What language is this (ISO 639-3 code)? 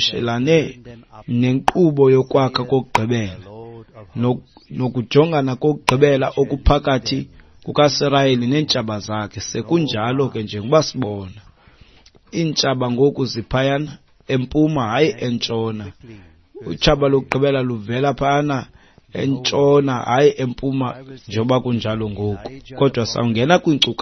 xho